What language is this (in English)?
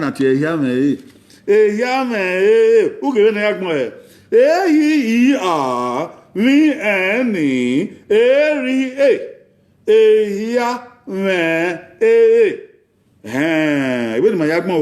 Bini